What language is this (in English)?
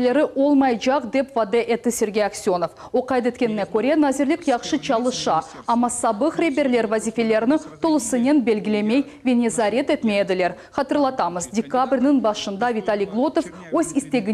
Crimean Tatar